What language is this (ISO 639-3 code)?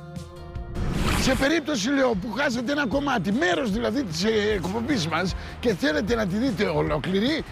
ell